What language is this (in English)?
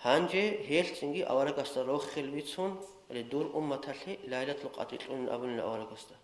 Avaric